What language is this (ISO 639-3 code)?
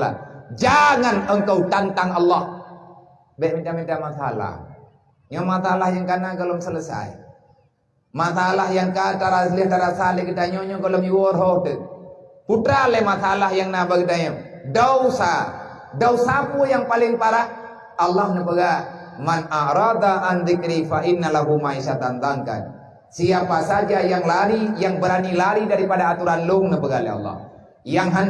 ace